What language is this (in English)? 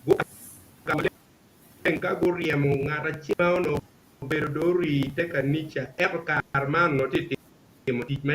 Acoli